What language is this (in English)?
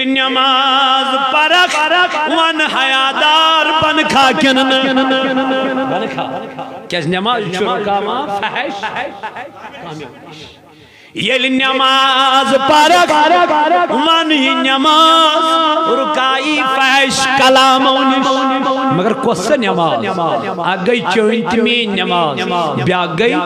Kashmiri